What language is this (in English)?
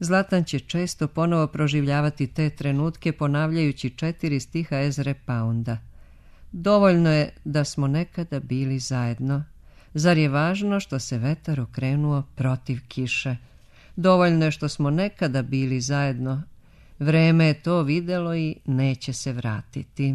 Serbian